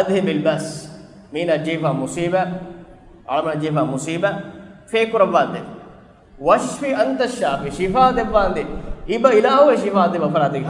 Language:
Divehi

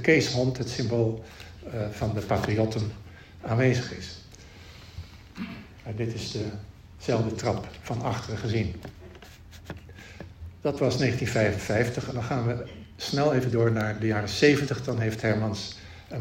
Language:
Dutch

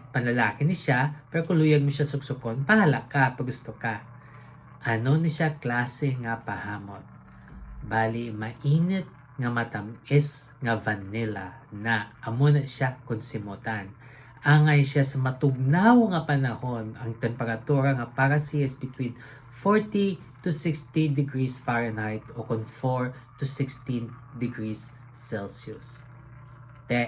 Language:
Hiligaynon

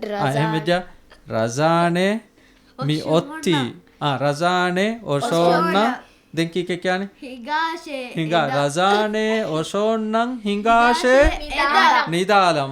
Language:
Divehi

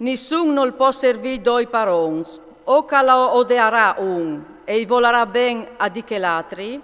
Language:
Friulian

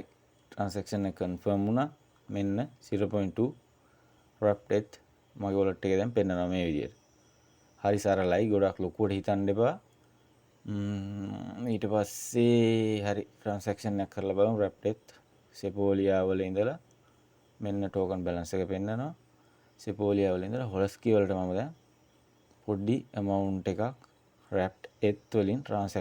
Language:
Sinhala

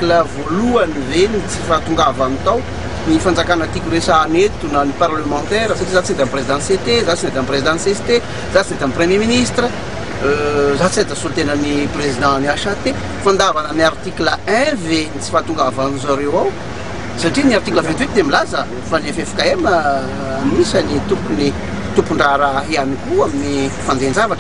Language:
Malagasy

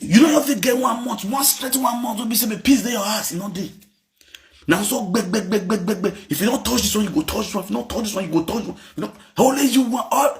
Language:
Nigerian Pidgin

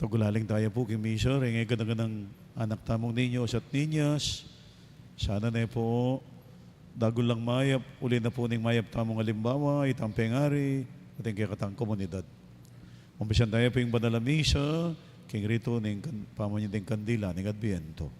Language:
Pampanga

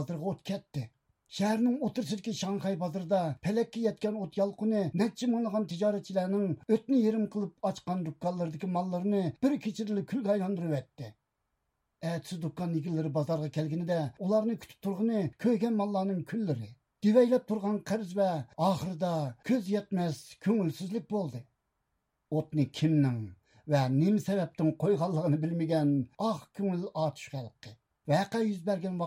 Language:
Uyghur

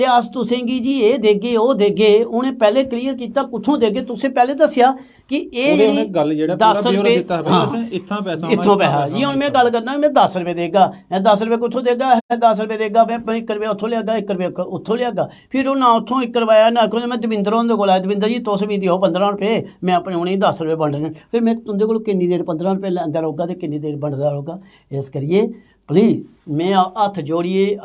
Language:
Dogri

